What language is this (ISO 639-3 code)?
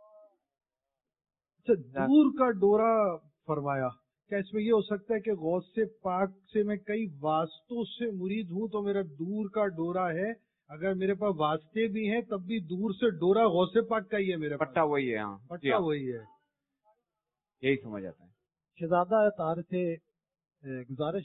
urd